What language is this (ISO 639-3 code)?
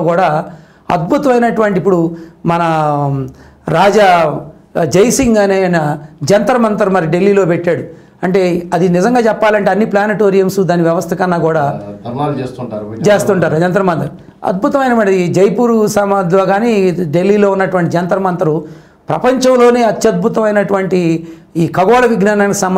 tel